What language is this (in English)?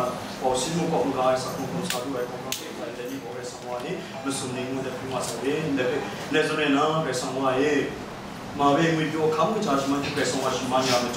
Kachin